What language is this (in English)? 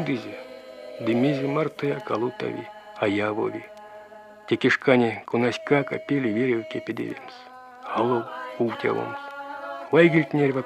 Erzya